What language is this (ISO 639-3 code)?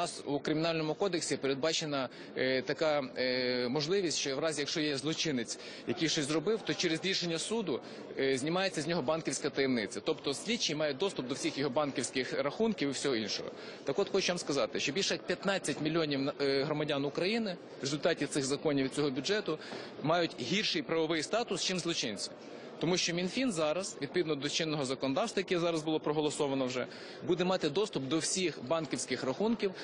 ukr